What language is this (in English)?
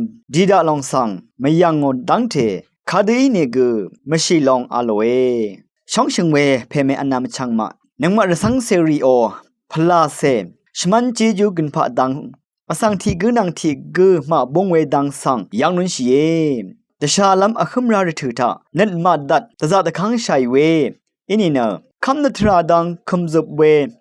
Rawang